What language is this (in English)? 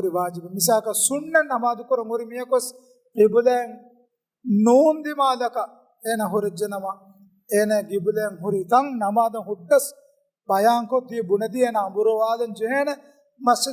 Divehi